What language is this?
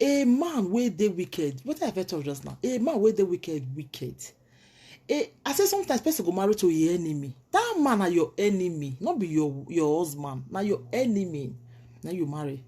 Nigerian Pidgin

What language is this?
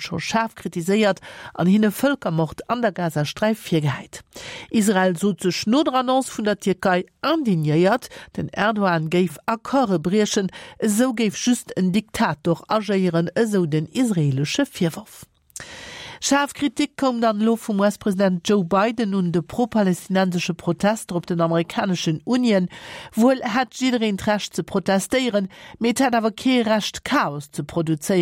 Luxembourgish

